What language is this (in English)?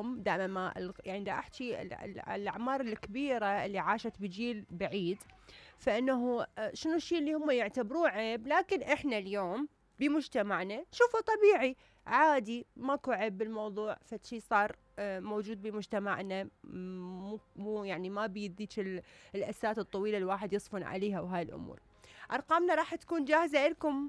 Mesopotamian Arabic